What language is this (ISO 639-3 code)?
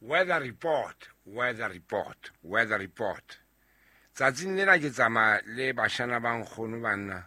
sot